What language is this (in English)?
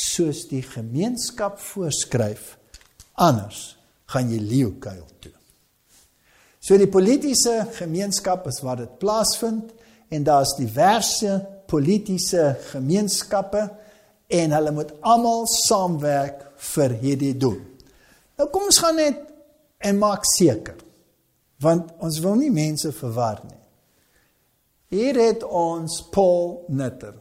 Afrikaans